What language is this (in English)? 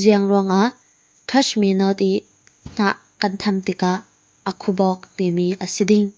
Falam Chin